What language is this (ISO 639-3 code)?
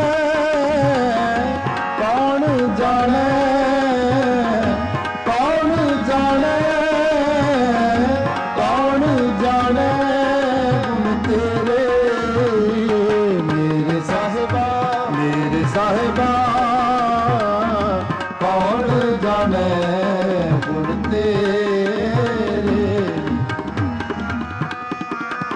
pan